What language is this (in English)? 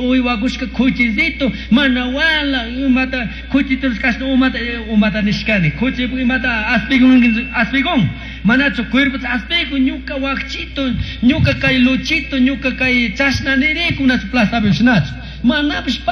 Chimborazo Highland Quichua